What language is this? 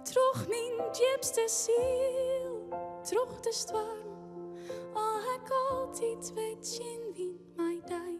Western Frisian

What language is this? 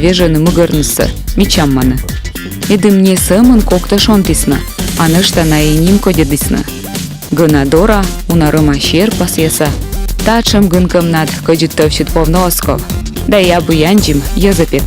Komi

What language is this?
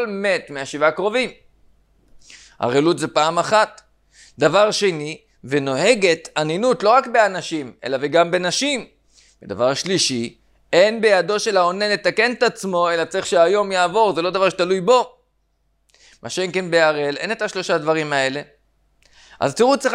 Hebrew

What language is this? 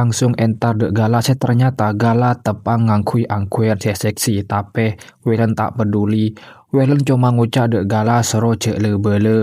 Madurese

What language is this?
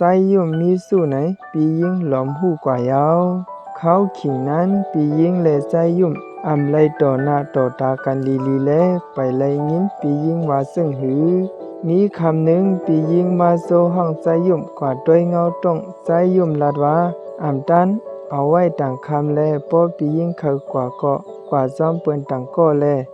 Shan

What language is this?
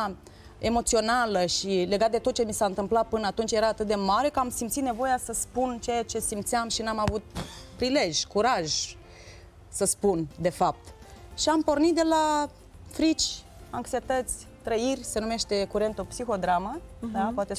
Romanian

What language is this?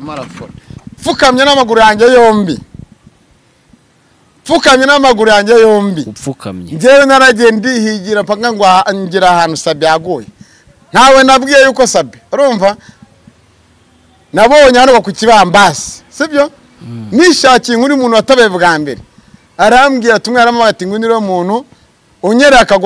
Kinyarwanda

